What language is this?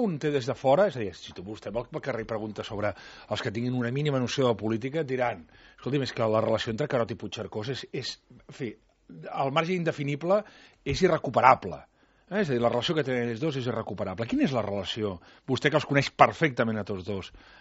Catalan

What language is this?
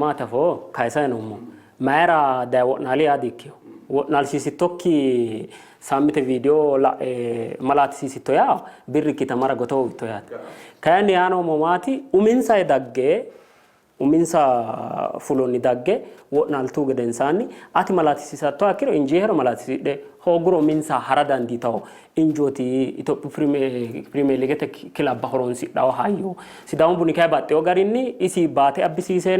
Sidamo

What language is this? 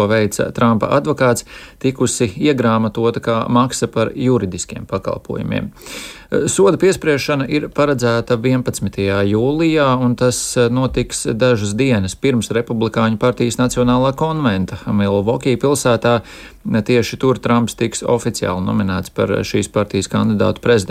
Latvian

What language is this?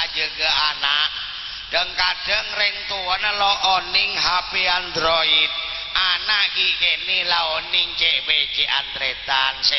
Madurese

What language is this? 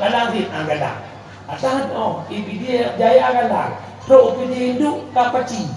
Achinese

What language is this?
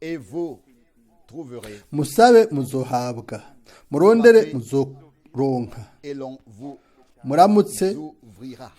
Rundi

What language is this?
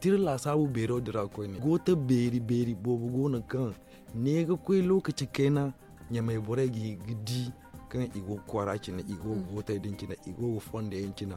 Zarma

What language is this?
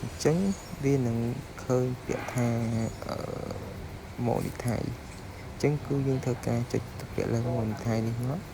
Khmer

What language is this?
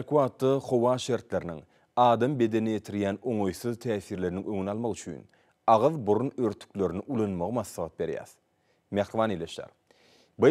Turkmen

